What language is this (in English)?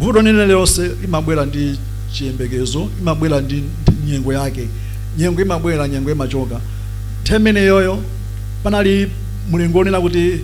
Nyanja